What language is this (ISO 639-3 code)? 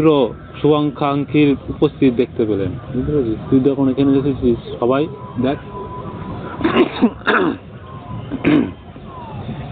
ben